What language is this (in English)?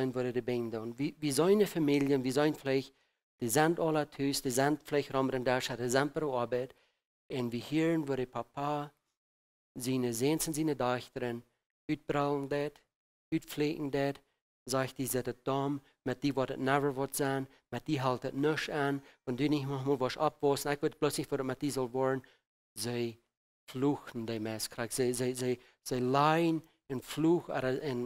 Plautdietsch